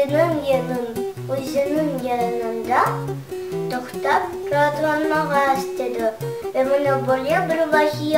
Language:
Crimean Tatar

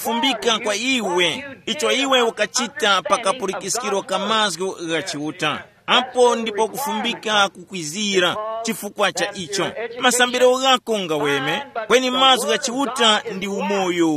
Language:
Tumbuka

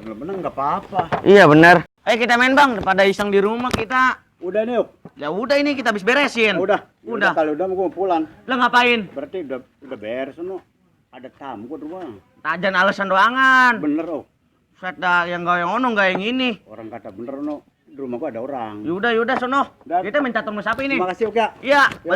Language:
Betawi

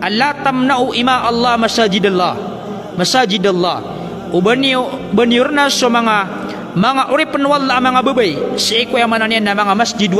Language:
Maranao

